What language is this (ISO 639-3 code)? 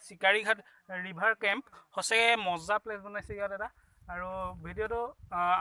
asm